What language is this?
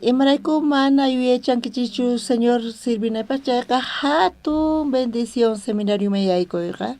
South Bolivian Quechua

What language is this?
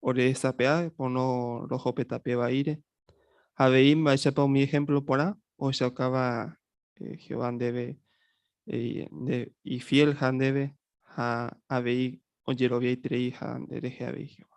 Guarani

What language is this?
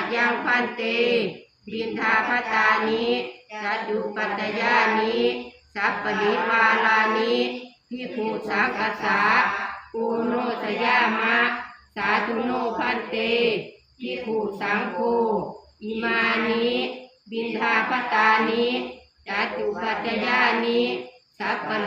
Pali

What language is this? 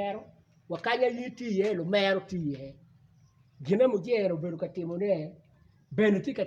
Acoli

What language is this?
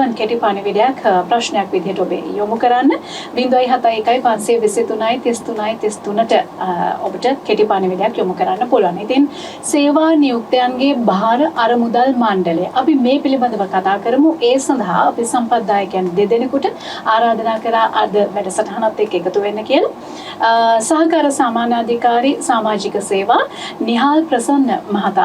Sinhala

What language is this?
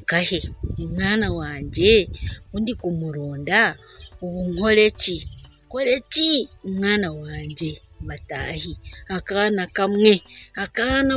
Nyankole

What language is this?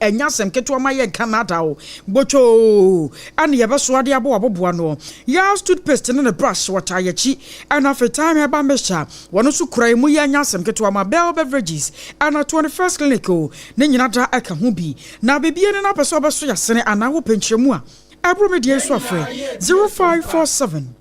Akan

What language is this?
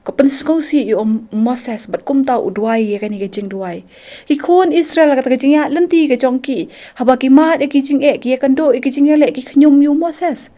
Khasi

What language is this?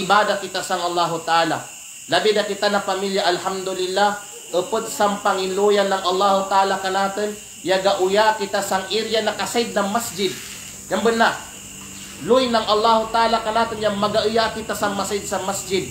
Kalagan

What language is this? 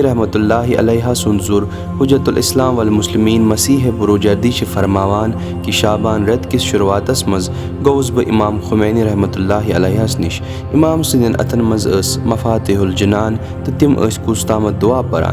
Kashmiri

